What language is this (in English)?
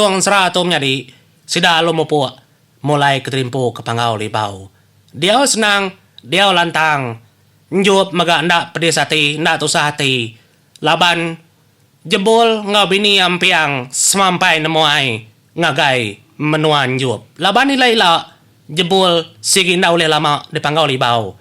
Iban